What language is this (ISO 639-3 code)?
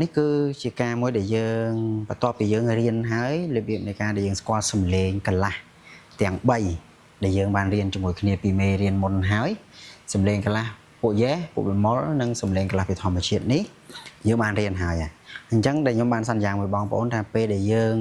khm